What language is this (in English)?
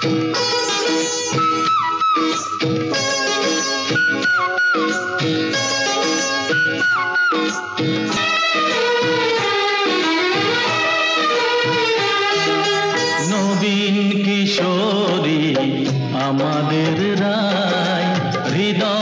Bangla